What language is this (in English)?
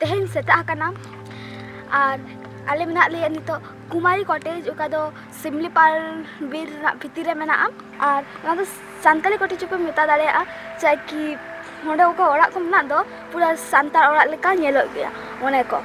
Santali